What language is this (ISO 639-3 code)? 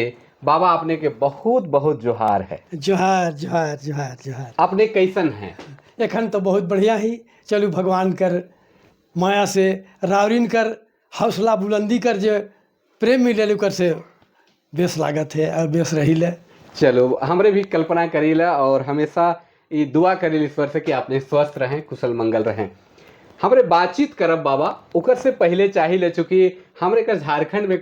sck